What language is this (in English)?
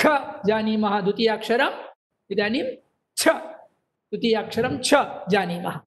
Sanskrit